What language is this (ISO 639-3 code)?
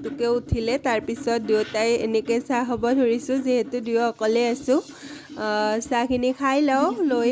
asm